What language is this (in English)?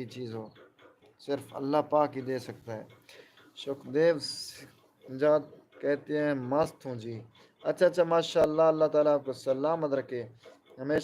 Saraiki